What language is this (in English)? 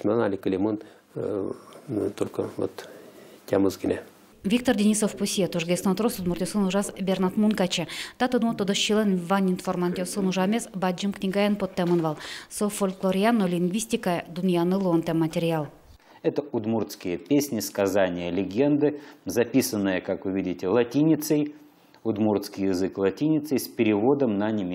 Udmurt